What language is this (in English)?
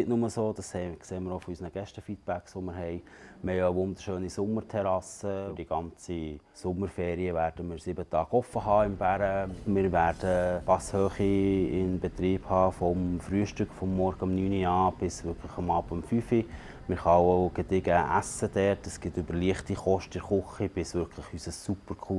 Swiss German